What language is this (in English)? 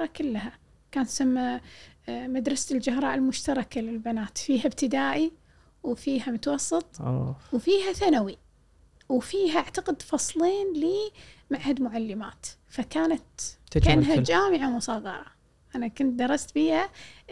Gulf Arabic